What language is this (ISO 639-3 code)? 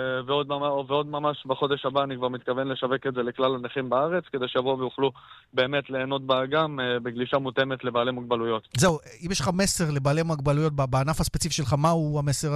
heb